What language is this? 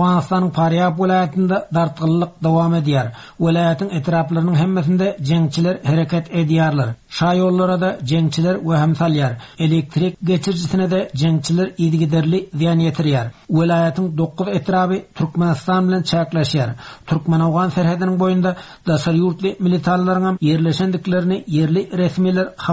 Turkmen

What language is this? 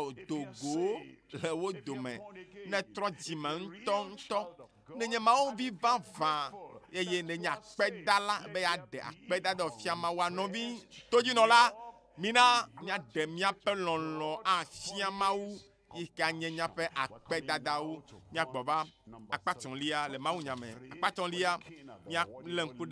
Ewe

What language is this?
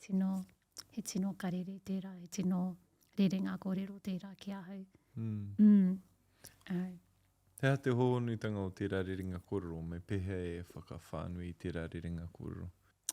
Māori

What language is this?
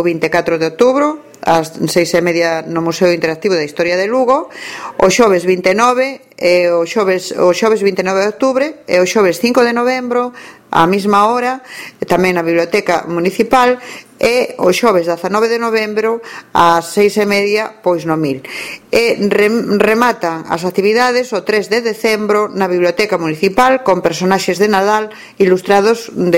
Galician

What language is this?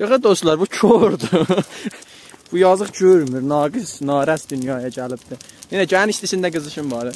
South Azerbaijani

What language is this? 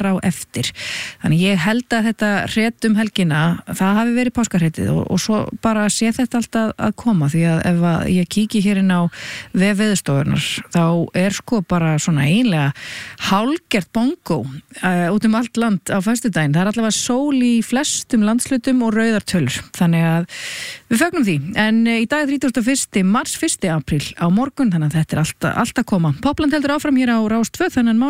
Icelandic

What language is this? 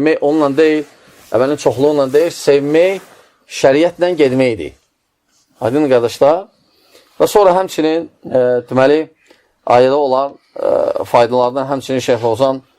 Azerbaijani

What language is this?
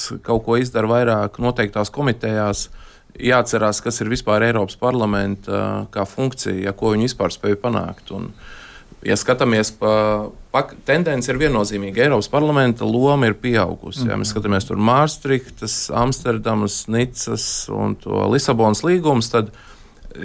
Latvian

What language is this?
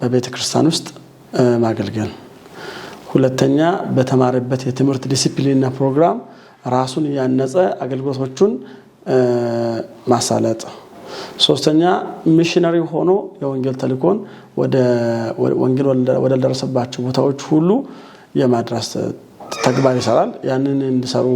Amharic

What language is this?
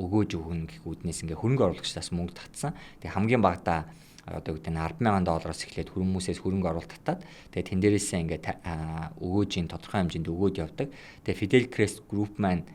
Mongolian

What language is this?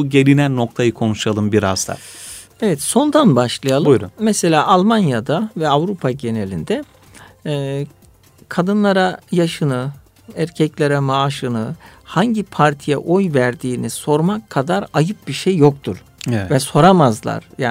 Turkish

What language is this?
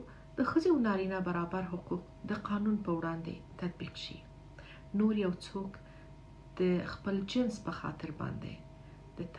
Pashto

